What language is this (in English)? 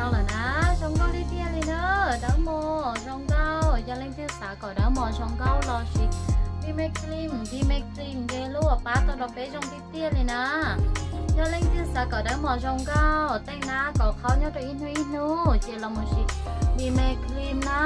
Hmong